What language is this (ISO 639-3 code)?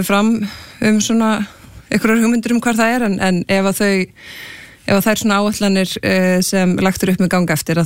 isl